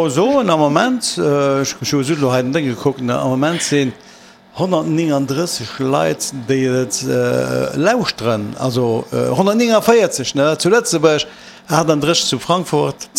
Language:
Luxembourgish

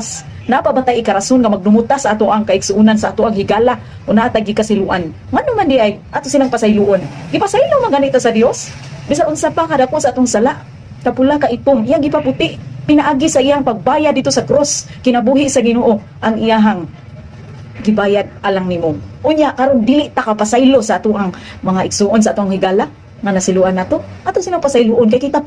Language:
Cebuano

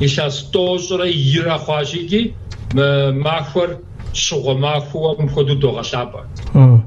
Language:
Kabardian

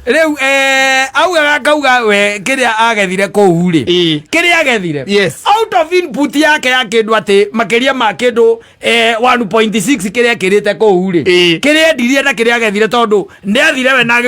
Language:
Kikuyu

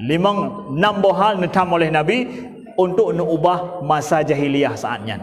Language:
Achinese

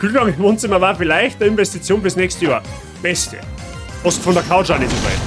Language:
Bavarian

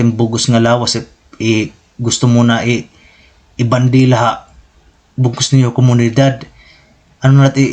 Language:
Waray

